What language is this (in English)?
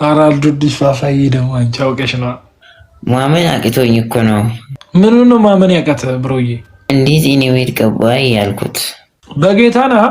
Amharic